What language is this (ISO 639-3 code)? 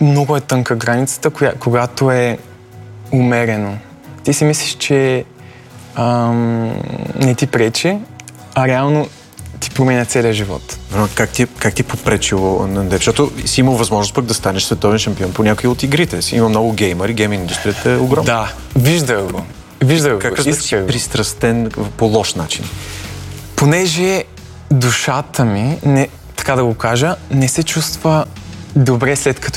bul